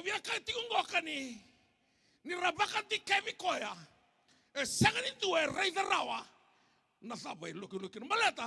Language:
Fijian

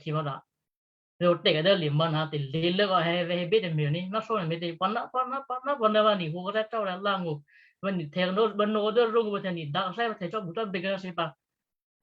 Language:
Western Kayah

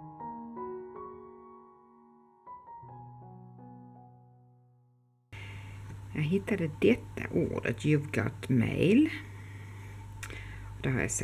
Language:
Swedish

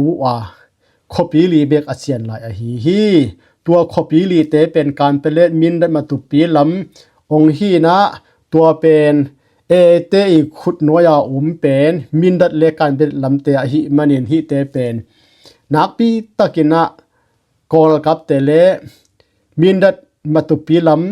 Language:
Tedim Chin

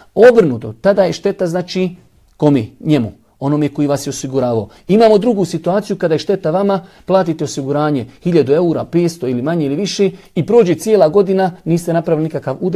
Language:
Bosnian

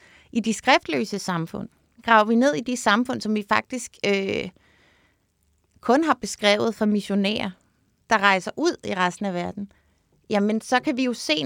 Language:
Danish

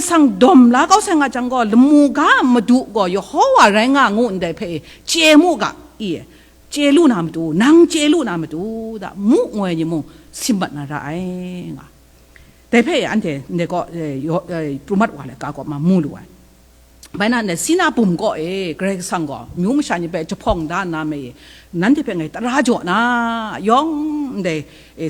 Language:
Kachin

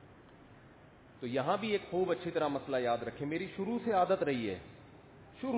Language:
Urdu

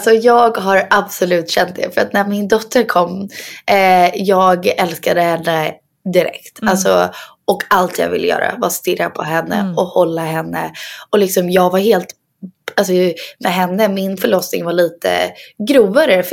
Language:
Swedish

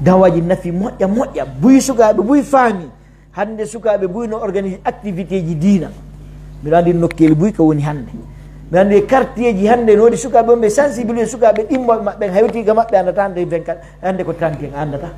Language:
Pular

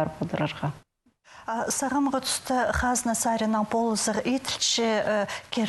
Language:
Khakas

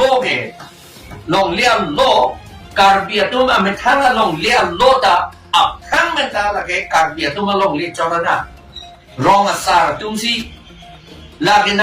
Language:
Karbi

